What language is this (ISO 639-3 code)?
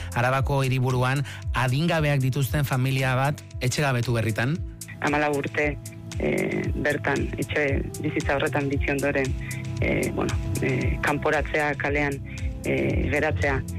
eus